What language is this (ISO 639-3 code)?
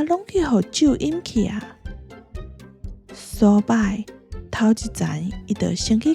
nan